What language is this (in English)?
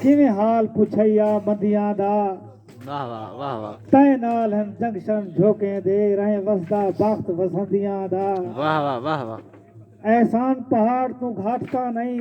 Saraiki